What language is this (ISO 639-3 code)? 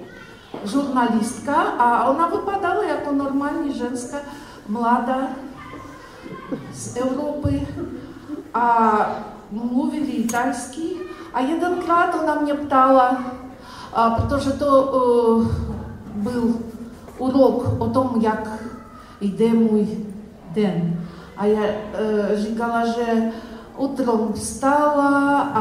ces